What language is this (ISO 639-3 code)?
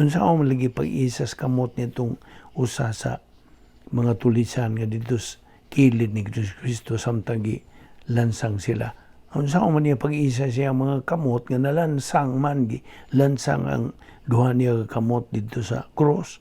ceb